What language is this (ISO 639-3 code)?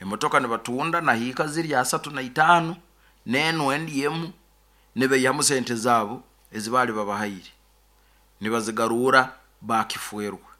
nyo